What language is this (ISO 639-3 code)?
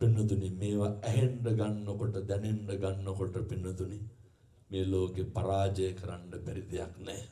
sin